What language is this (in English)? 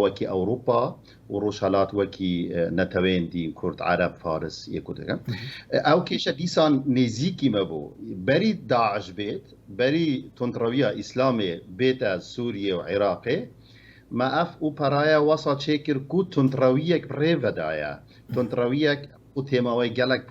Kurdish